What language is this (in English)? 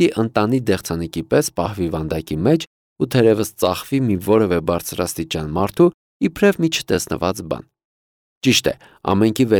Armenian